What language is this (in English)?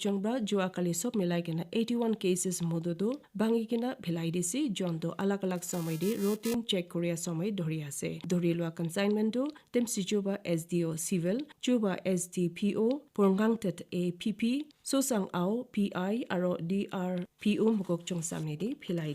Naga Pidgin